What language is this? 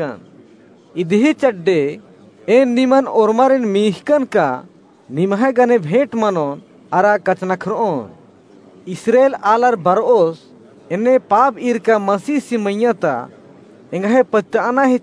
Kurukh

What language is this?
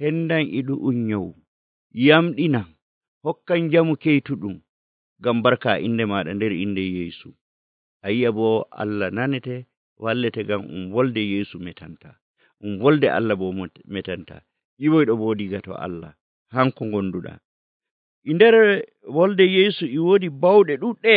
Nigerian Fulfulde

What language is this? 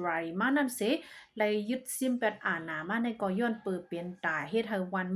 Shan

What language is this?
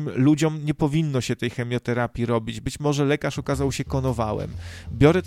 Polish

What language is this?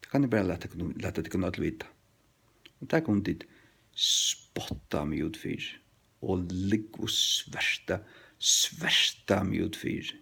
Faroese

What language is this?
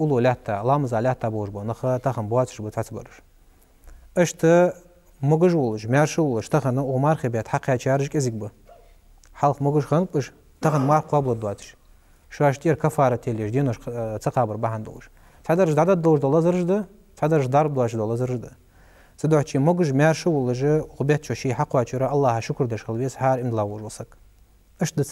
Ingush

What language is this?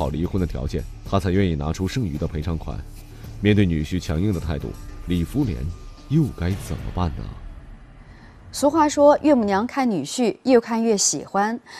Chinese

